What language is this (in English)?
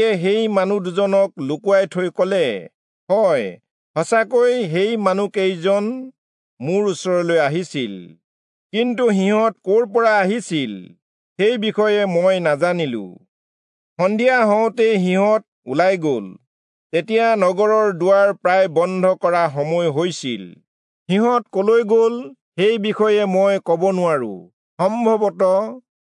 Assamese